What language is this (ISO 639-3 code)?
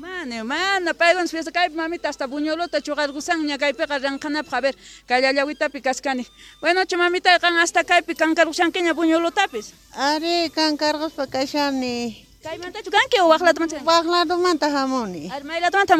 quh